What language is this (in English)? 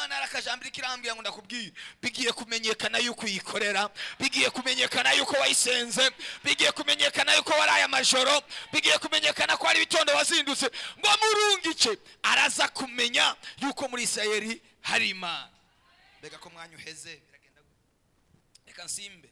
Rundi